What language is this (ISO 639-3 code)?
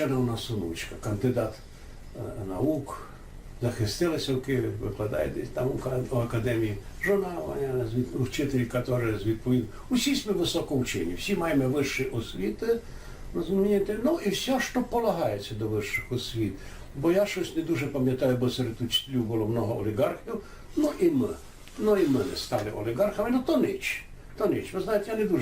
rue